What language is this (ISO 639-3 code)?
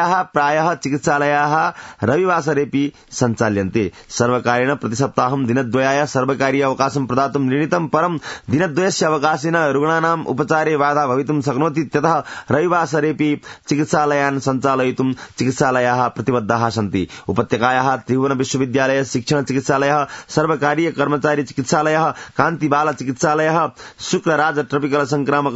san